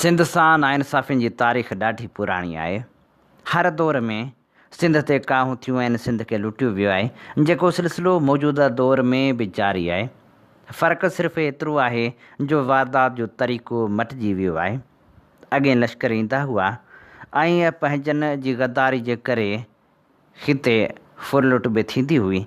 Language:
Sindhi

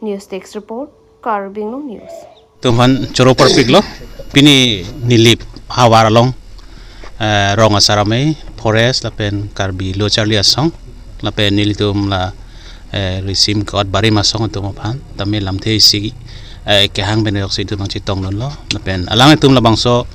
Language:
Karbi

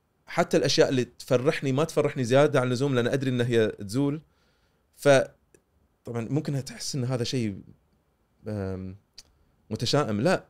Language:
Gulf Arabic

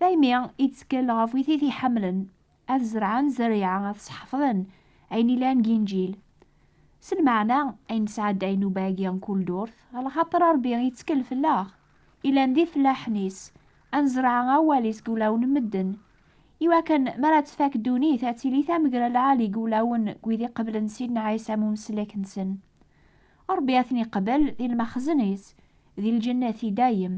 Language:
Kabyle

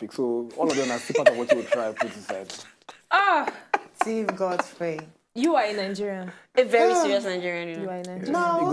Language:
Nigerian Pidgin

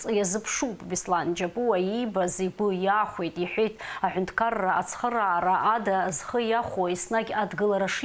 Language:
Abkhazian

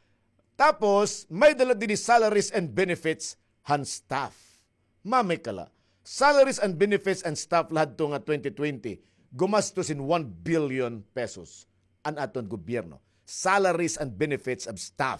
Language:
Waray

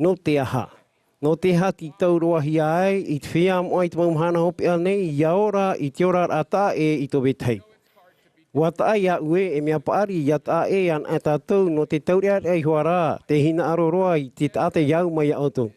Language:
Tahitian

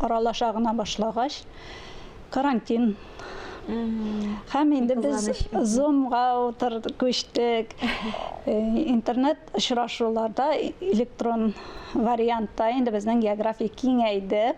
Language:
Tatar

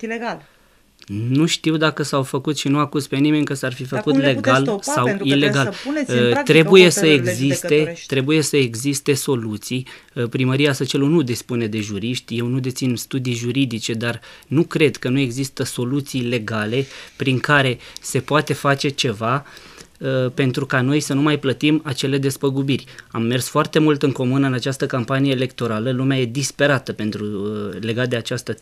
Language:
Romanian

